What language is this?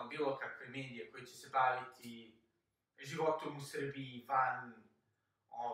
Serbian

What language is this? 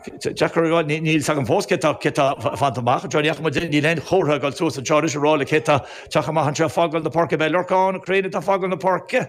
Irish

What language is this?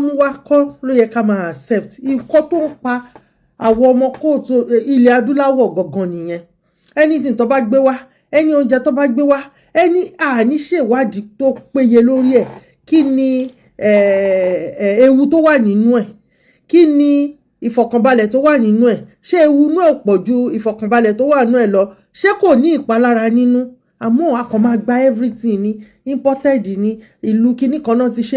Yoruba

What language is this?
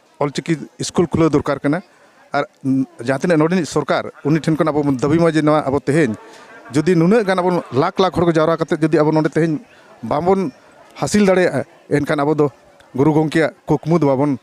Santali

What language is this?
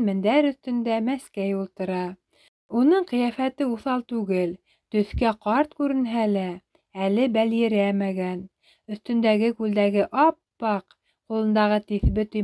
Bashkir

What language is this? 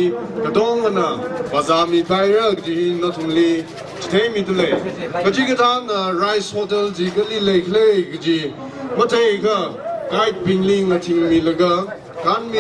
Tangkhul Naga (India)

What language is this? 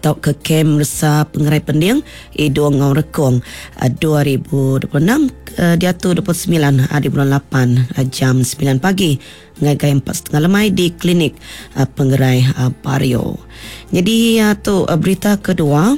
Iban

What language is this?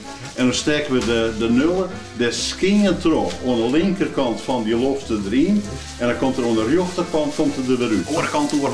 Western Frisian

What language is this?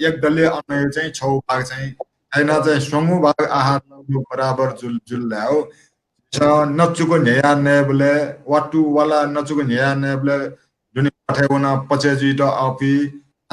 Newari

